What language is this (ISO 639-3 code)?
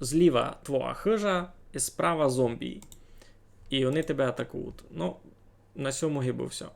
rue